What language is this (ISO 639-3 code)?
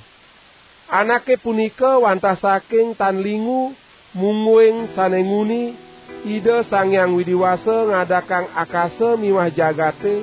ban